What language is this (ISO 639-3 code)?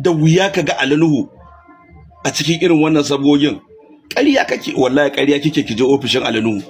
hau